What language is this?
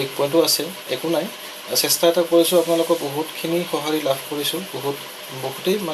Assamese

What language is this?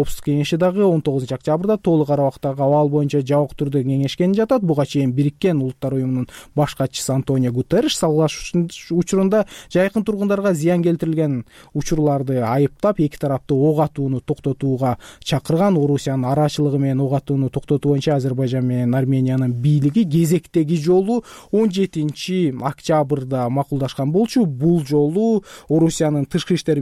Kyrgyz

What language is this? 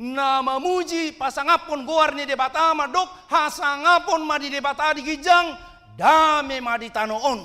Batak Toba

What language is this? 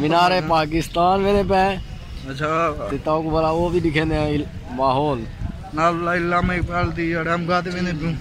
Saraiki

